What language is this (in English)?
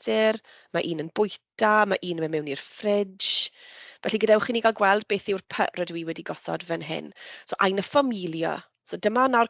Welsh